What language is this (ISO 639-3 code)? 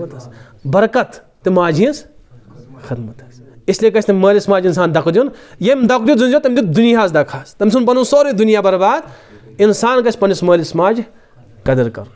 kas